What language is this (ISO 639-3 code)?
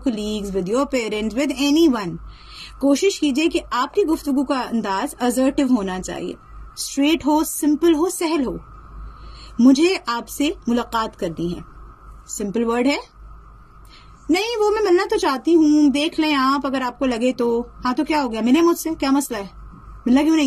urd